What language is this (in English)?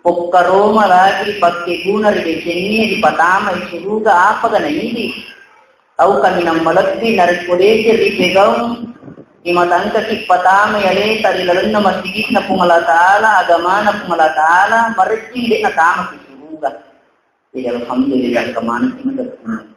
Buginese